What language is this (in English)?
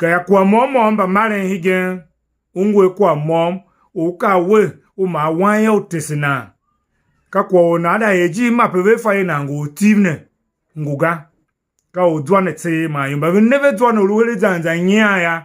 Tiv